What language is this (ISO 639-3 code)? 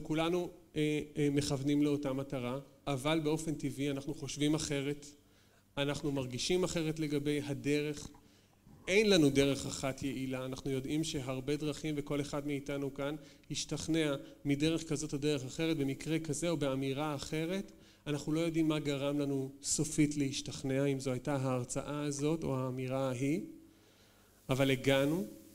heb